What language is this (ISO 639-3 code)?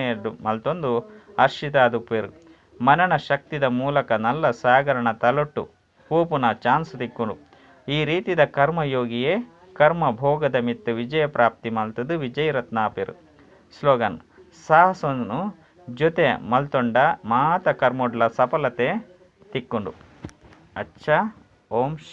tcy